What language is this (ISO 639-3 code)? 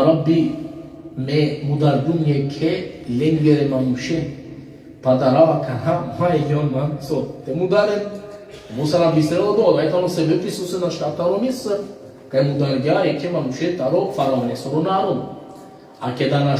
rmn